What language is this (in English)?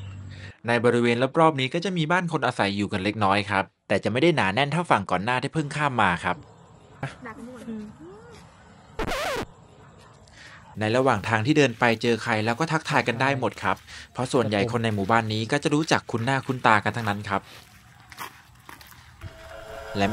Thai